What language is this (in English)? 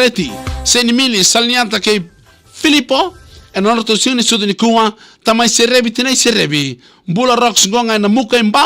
Fijian